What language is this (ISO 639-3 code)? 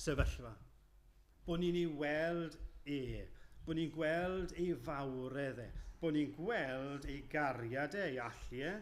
cym